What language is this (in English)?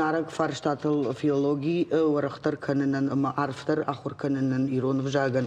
Ossetic